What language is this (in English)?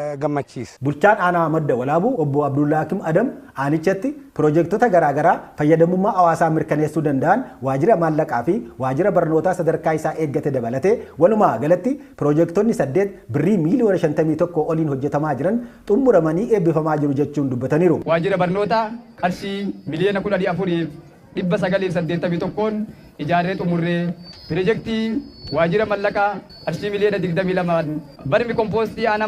Oromo